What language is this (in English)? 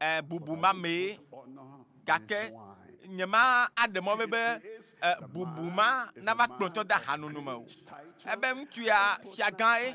Ewe